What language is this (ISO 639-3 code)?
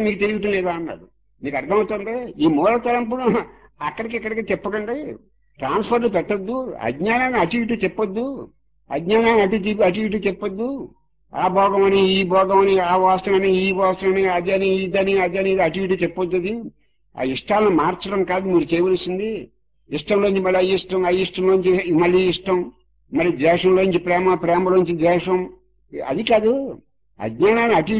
tel